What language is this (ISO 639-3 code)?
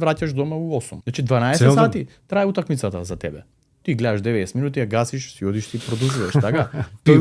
mkd